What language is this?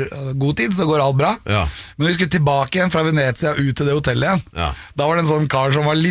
Norwegian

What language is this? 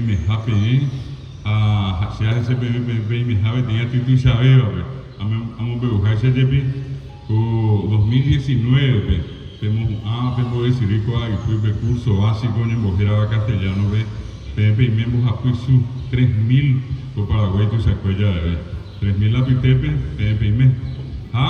Guarani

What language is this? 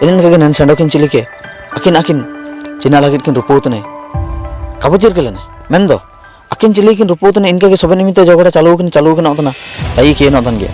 Ho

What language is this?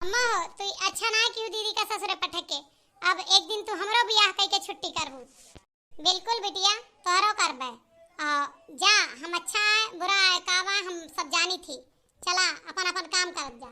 Awadhi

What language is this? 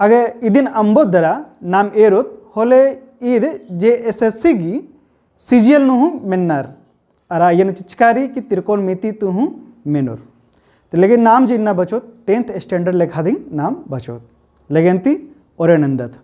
Kurukh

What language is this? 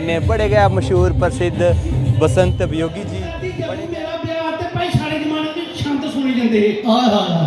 Dogri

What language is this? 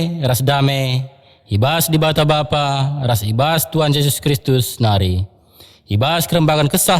Batak Karo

